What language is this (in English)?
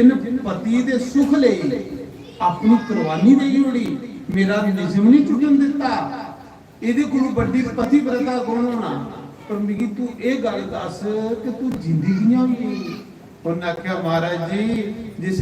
Dogri